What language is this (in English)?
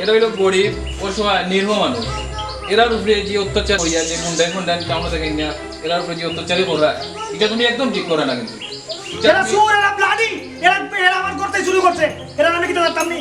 Sylheti